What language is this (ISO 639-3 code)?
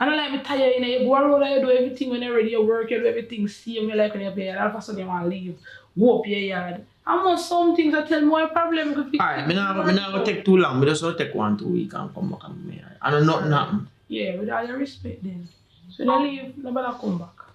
jam